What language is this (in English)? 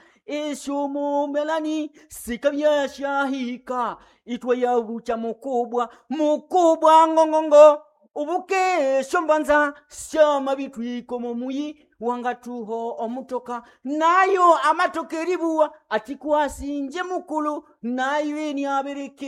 Nande